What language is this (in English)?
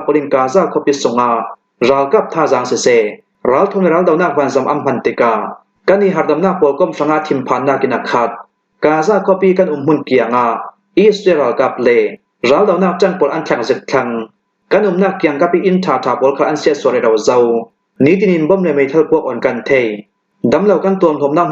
Hakha Chin